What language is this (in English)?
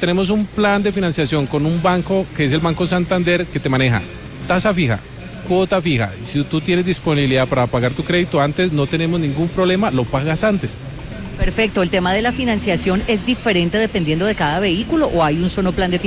Spanish